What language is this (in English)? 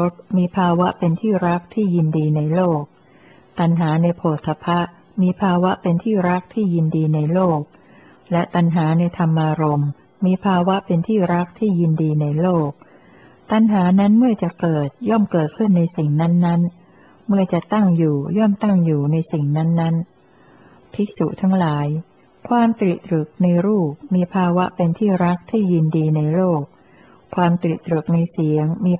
Thai